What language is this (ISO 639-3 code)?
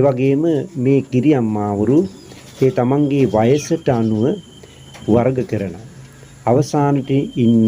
sin